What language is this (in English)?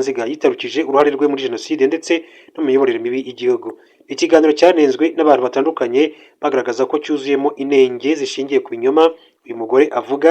Kinyarwanda